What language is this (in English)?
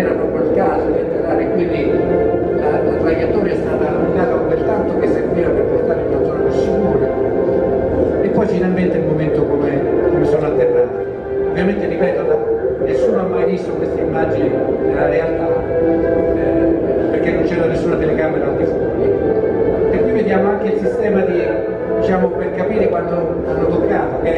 Italian